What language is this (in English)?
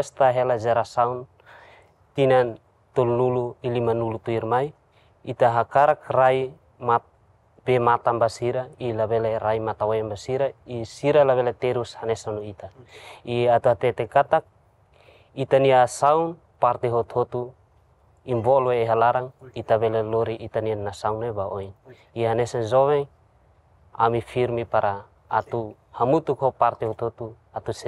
Tetum